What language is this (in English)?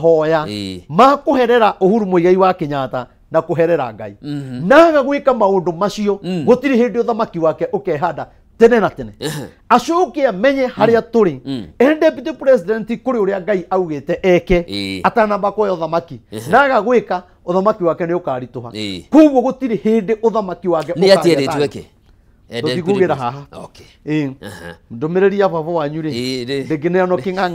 Kikuyu